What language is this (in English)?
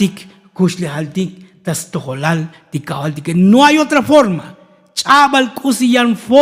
Tzotzil